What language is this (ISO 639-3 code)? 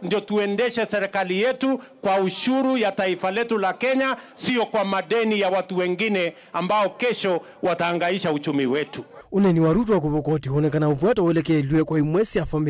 kam